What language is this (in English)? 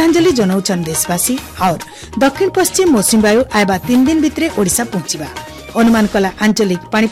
Odia